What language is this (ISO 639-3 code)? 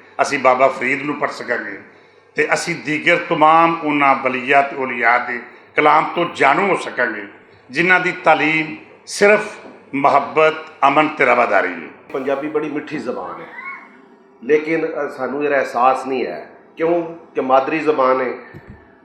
lah